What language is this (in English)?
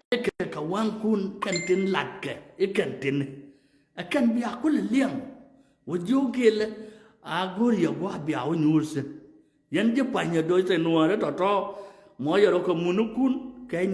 Nuer